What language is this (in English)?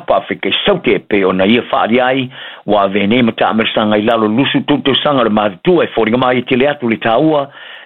Samoan